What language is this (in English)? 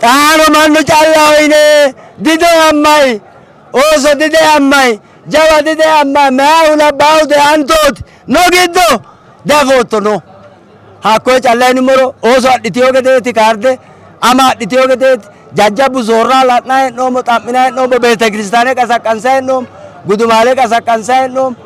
Sidamo